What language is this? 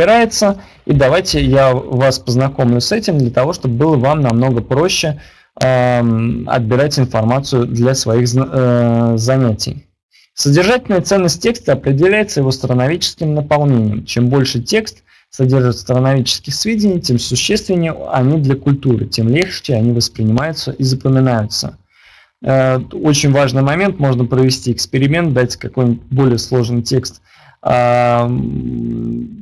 Russian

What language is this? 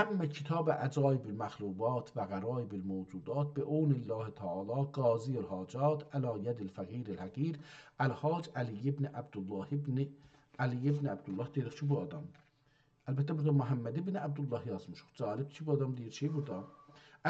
South Azerbaijani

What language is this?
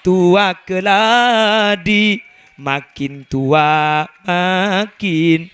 Madurese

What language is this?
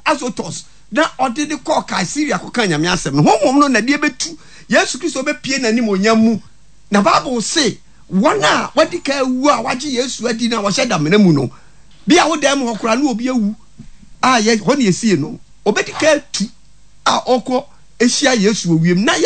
Akan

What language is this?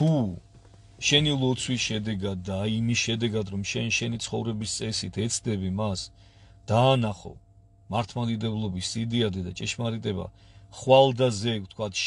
Georgian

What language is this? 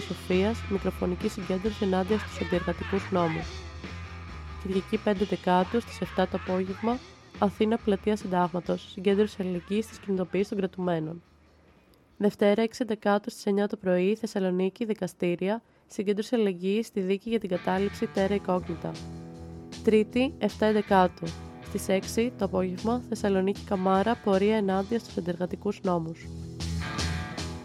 Greek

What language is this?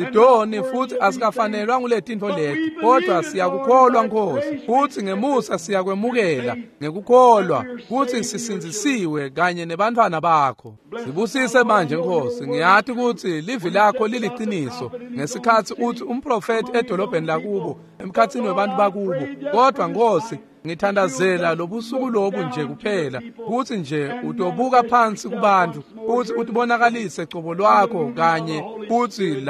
Swati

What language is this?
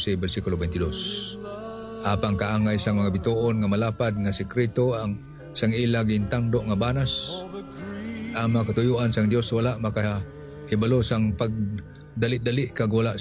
Hiligaynon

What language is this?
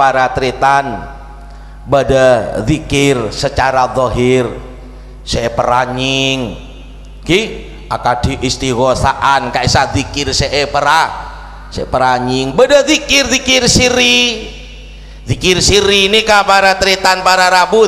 Madurese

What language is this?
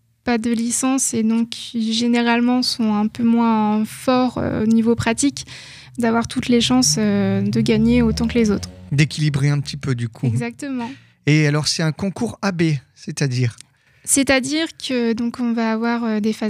French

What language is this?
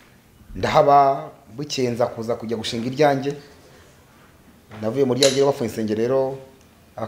Kinyarwanda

